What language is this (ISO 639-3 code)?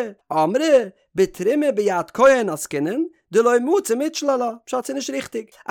yid